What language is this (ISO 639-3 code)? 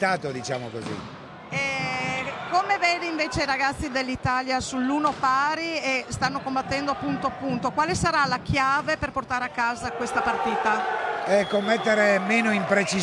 ita